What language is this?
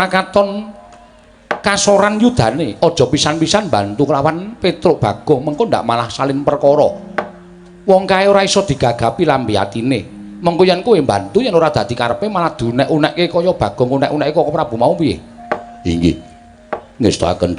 Javanese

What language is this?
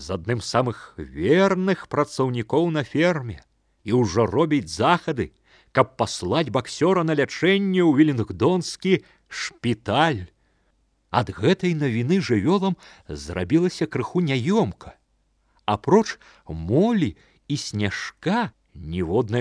Belarusian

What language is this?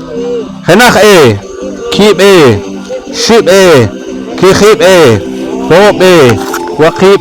Poqomchi'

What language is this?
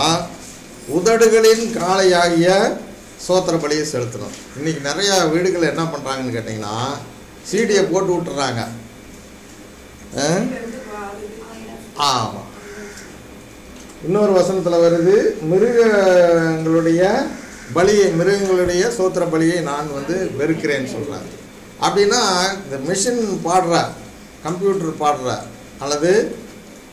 Tamil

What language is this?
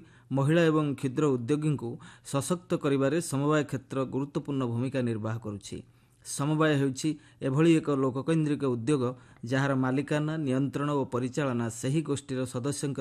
Odia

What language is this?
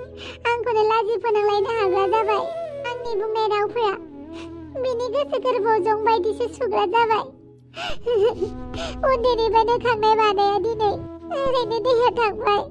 Bodo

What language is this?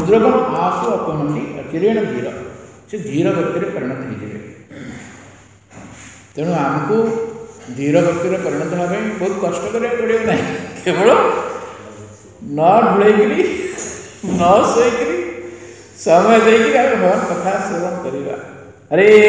Odia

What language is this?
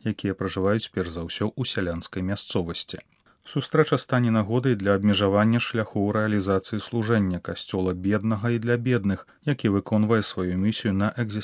Belarusian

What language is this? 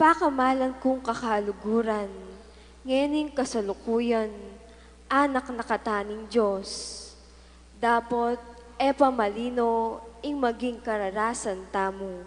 Pampanga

